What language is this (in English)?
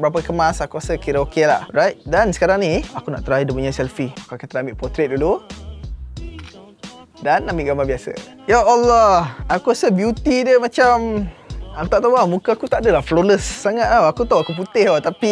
Malay